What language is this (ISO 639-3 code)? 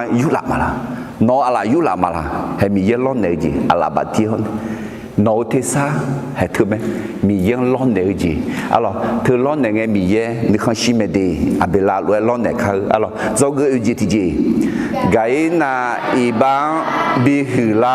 ahk